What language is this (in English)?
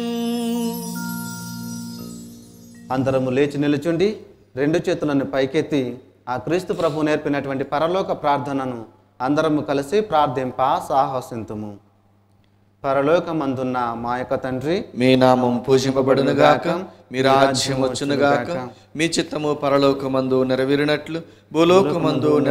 Telugu